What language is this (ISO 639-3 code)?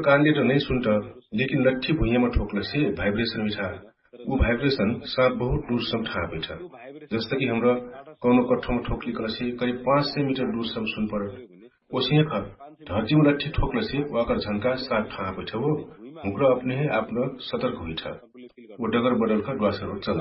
thl